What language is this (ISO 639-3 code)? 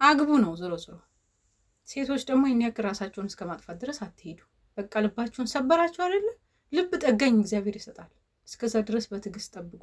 amh